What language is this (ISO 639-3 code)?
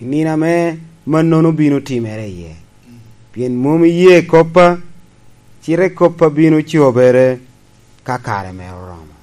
laj